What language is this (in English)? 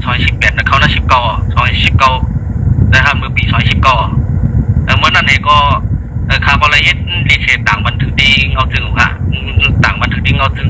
Shan